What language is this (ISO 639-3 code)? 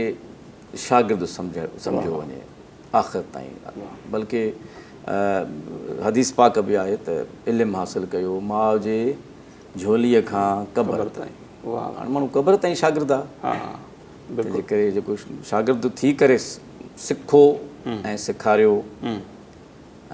snd